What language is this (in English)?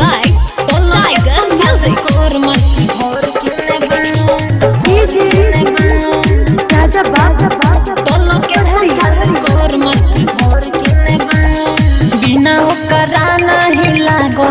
Bhojpuri